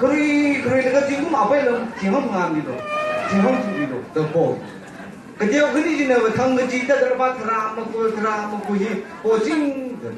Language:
Tangkhul Naga (India)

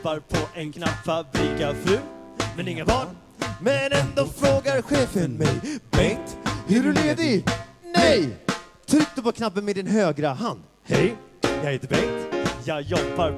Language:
Swedish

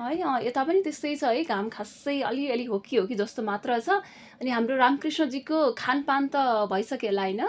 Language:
Nepali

